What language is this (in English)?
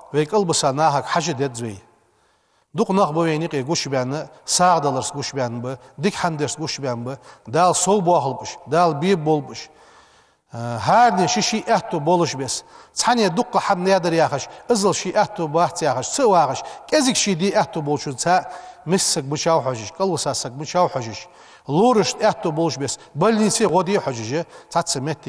Ingush